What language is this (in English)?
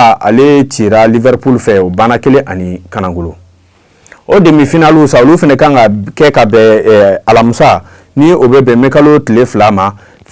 Bambara